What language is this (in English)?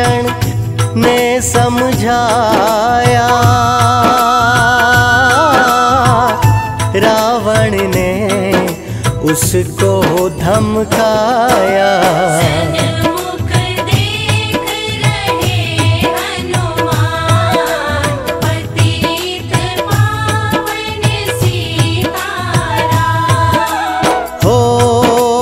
Hindi